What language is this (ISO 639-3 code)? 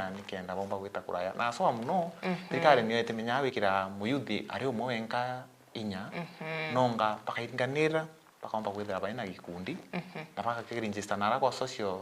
mer